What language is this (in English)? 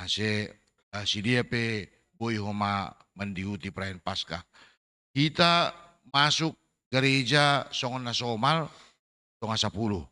Batak Simalungun